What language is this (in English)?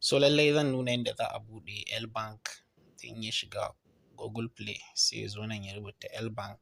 Hausa